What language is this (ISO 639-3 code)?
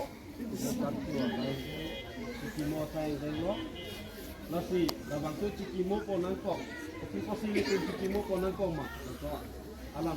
mjw